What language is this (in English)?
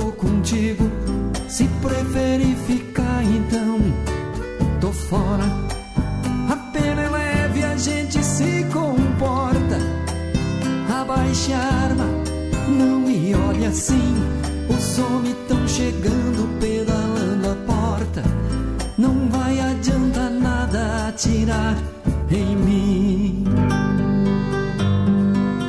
Portuguese